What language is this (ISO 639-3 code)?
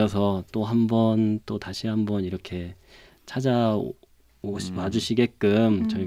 kor